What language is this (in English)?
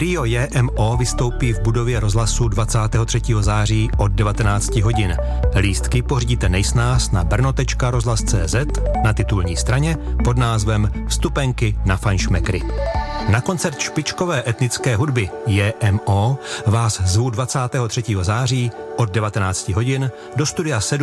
Czech